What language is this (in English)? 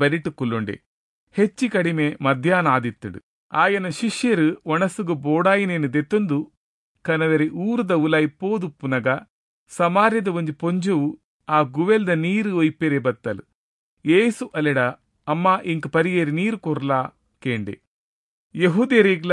Tulu